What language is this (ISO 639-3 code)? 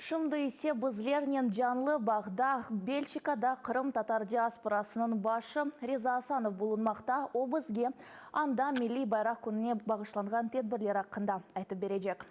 crh